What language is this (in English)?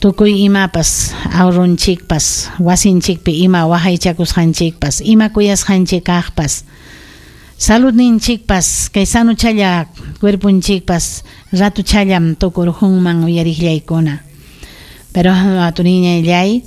Ayacucho Quechua